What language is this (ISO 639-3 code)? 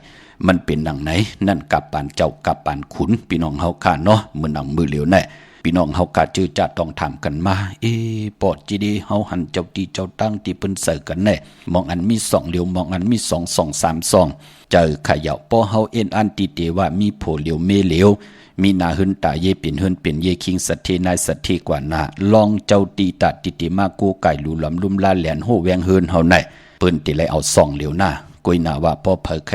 shn